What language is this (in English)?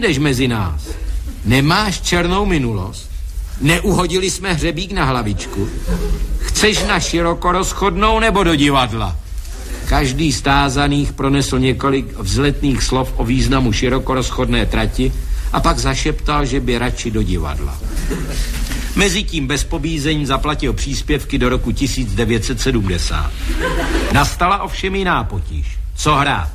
Czech